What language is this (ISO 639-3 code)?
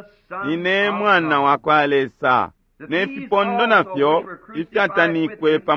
bem